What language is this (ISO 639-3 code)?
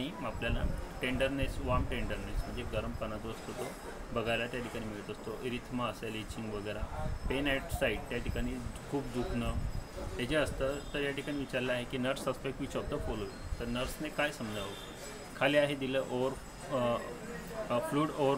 mar